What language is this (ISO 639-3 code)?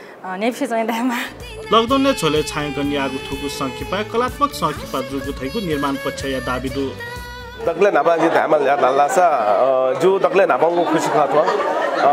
new